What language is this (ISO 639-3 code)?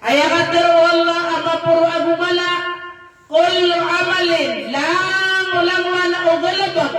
mrw